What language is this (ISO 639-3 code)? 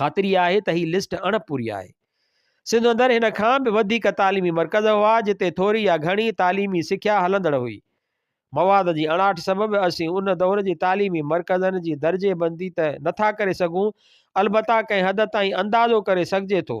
snd